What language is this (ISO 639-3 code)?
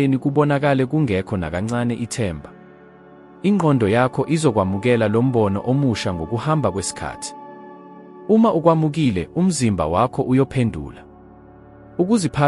zul